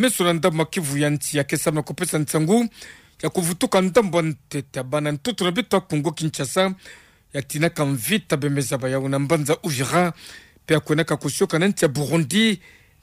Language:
Kituba (Democratic Republic of Congo)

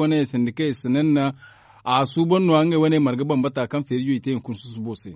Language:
Zarma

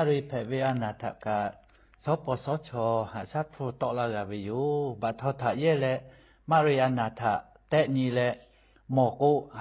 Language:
Lahu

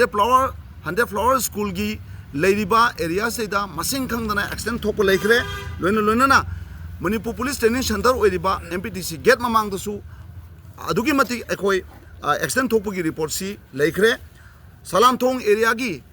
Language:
Manipuri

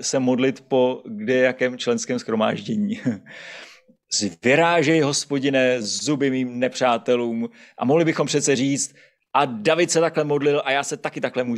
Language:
Czech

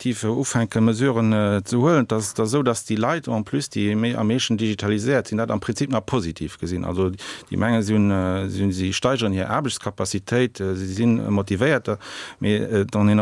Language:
Luxembourgish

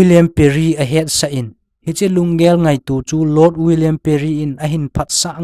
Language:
Thado Chin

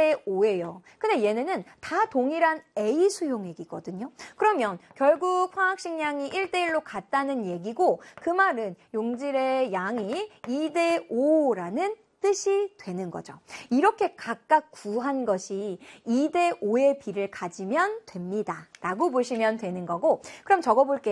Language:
Korean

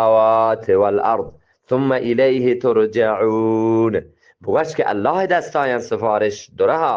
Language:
Eastern Balochi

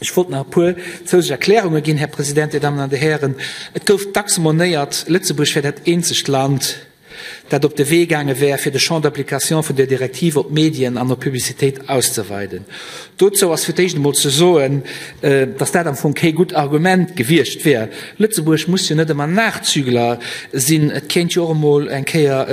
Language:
Luxembourgish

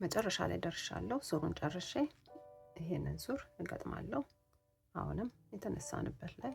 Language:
Amharic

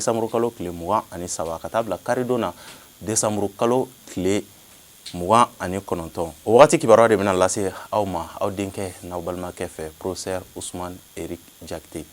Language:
Bambara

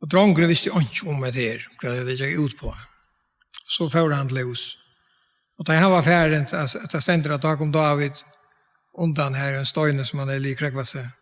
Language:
Faroese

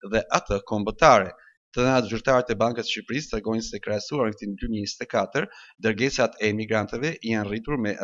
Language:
Albanian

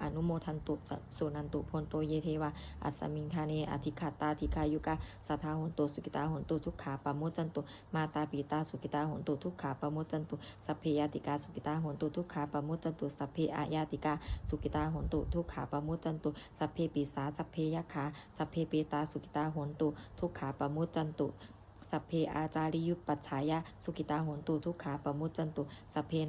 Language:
Pali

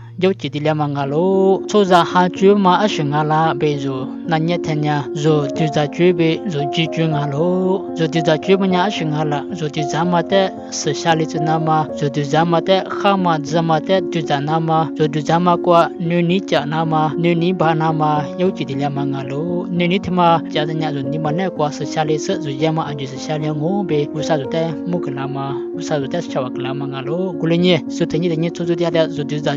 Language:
Lisu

